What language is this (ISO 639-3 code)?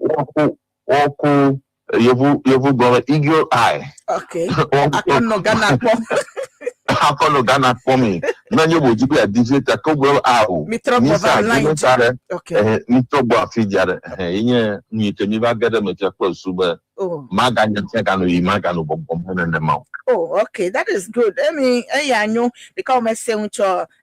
ewe